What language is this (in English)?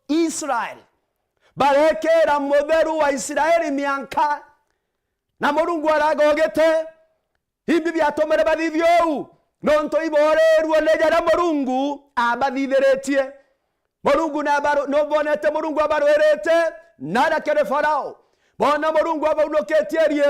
Meru